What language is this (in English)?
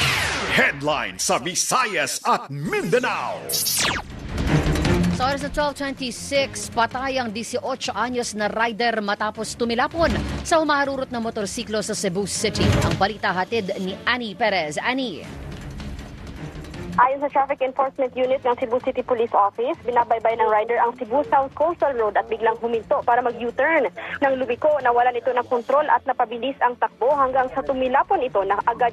Filipino